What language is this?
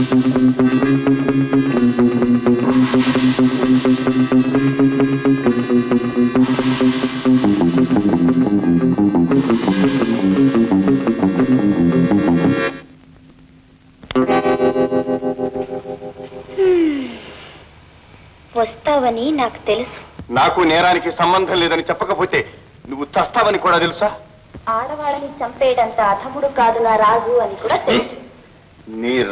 Telugu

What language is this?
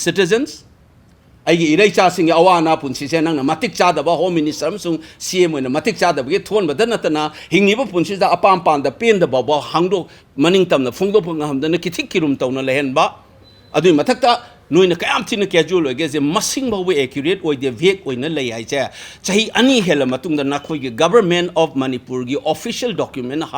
Manipuri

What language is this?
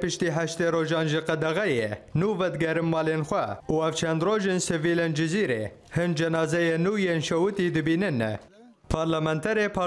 Kurdish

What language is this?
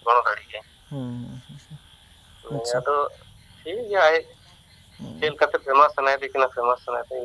Santali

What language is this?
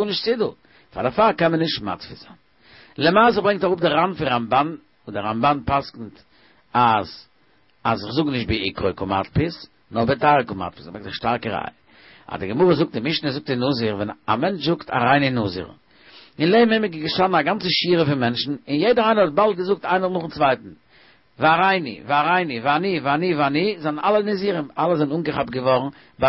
Yiddish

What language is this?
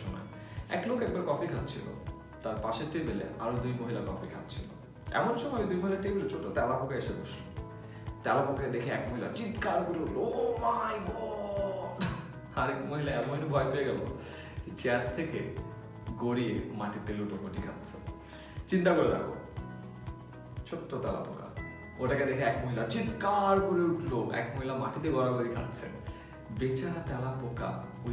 Bangla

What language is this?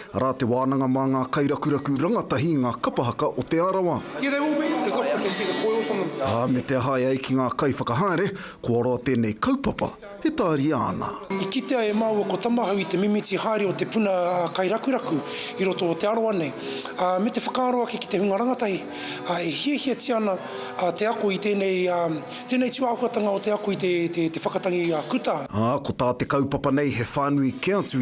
Māori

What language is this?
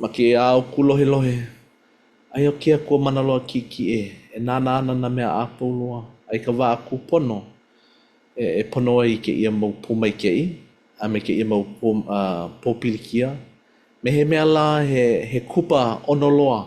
Hawaiian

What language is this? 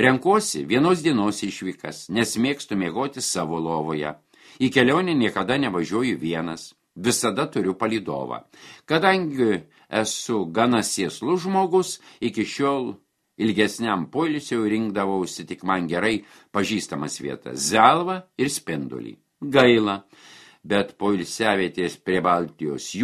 Lithuanian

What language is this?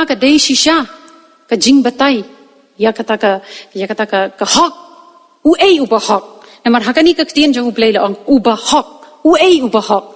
Khasi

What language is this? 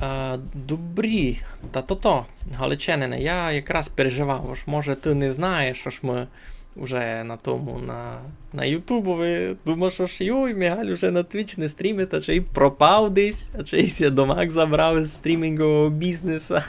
Rusyn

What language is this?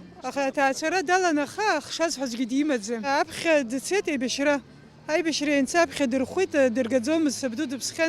Abkhazian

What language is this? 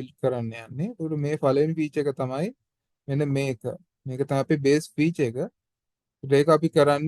Sinhala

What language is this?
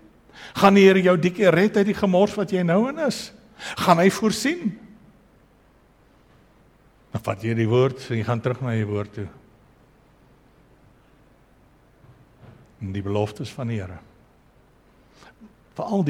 Afrikaans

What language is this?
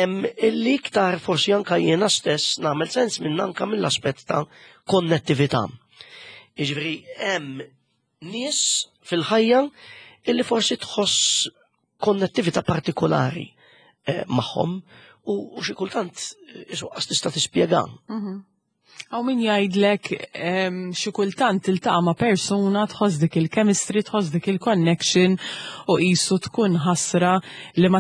Maltese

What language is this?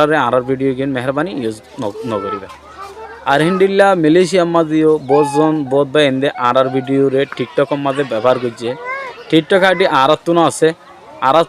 Rohingya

